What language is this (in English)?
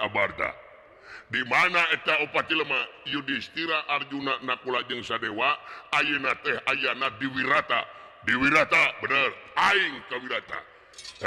Sundanese